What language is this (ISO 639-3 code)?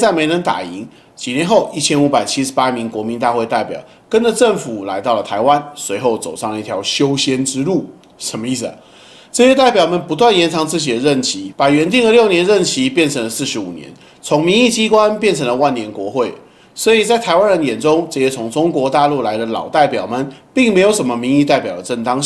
zho